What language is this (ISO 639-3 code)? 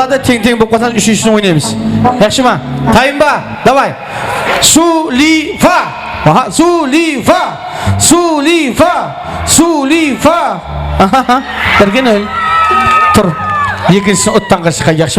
kaa